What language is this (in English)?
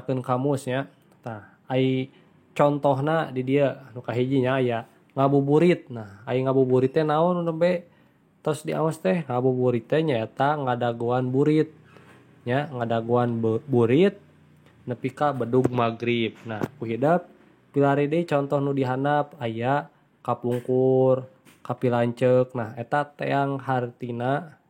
Sundanese